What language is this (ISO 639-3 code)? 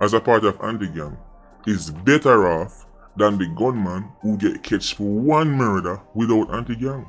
jam